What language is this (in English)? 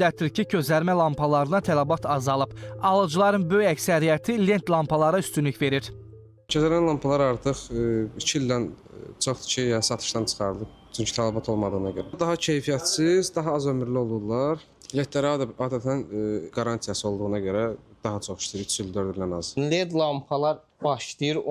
Azerbaijani